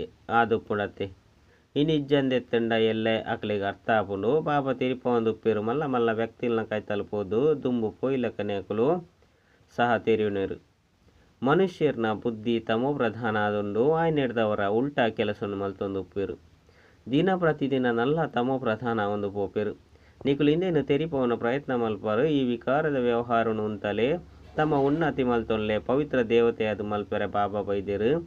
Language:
Tulu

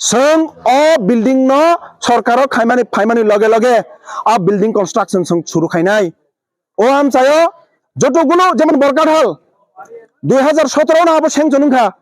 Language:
Kok Borok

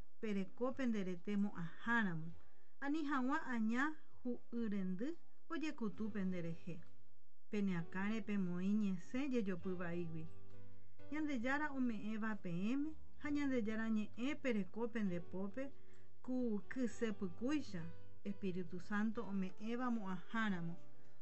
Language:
Guarani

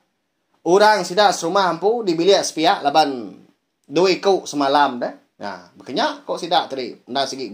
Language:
Iban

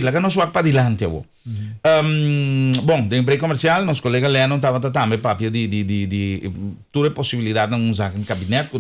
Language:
Papiamento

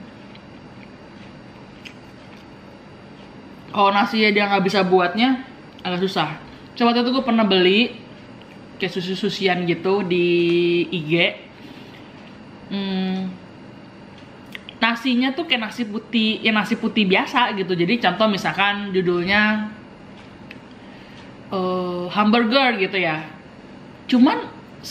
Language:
Indonesian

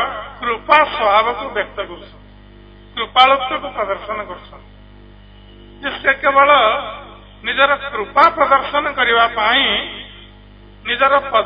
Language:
Odia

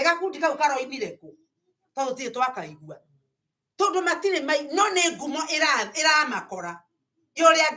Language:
Kikuyu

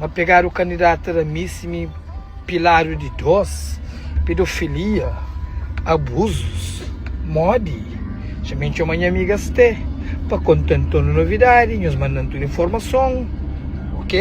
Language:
Kabuverdianu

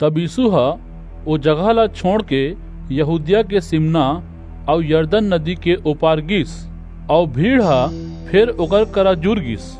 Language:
Chhattisgarhi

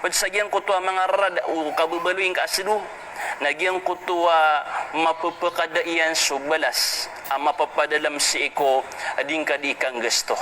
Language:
Maranao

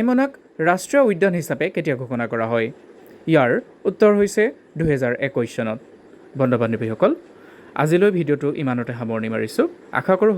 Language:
Assamese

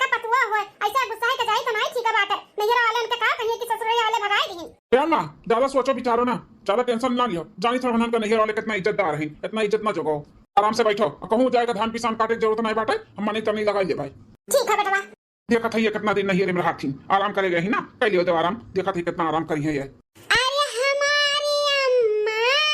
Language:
Awadhi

